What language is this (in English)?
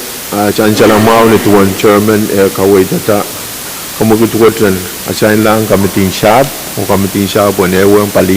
Pohnpeian